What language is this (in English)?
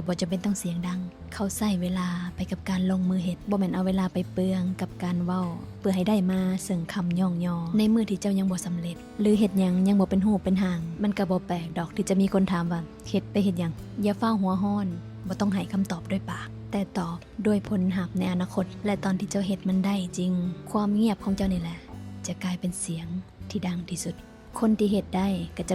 Lao